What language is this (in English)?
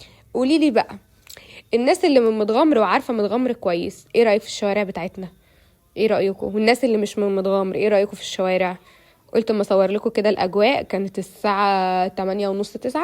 Egyptian Arabic